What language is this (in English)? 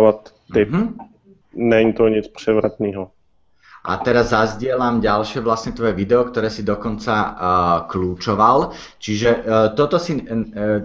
Slovak